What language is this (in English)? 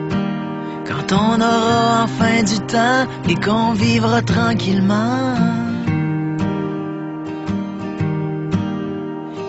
French